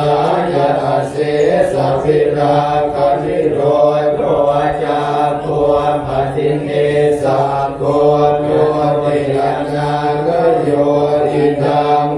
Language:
Pali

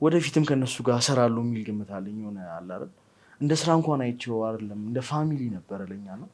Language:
Amharic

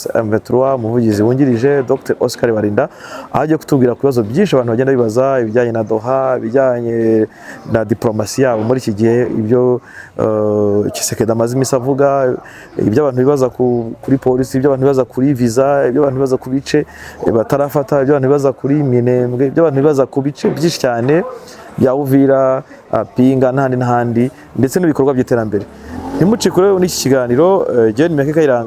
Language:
Kinyarwanda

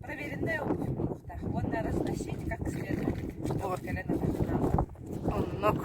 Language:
Yakut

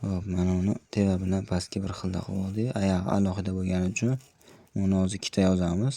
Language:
Uzbek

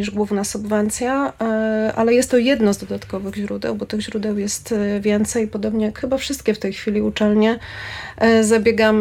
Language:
Polish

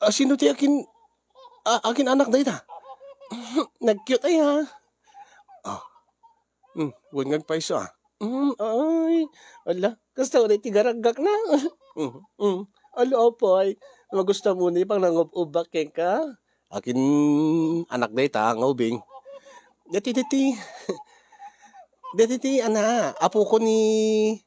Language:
Iloko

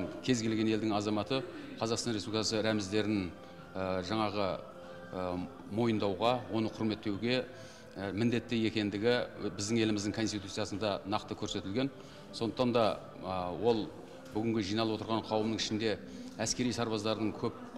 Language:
Kazakh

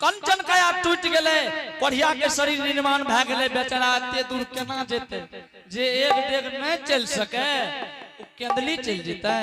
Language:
Angika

